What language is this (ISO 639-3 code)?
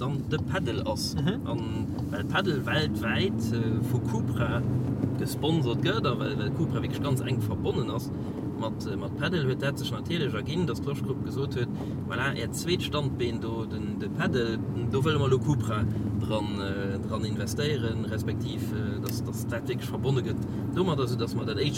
ltz